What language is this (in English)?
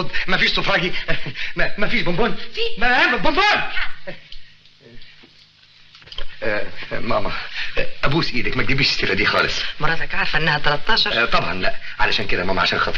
Egyptian Arabic